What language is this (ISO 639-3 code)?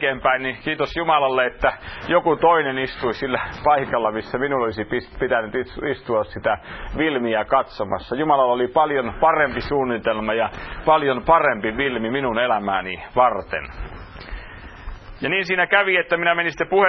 fin